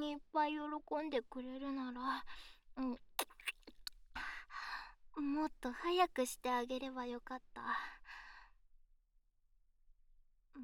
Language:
Japanese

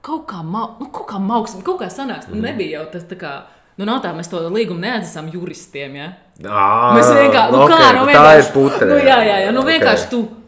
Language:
Latvian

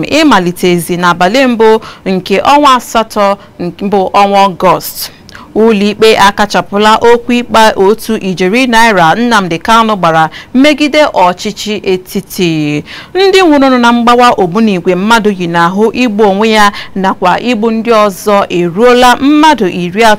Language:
Igbo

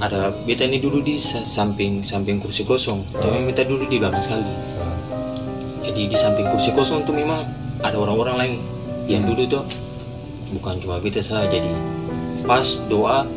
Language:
Ambonese Malay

